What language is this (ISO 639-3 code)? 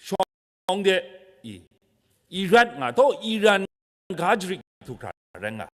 kac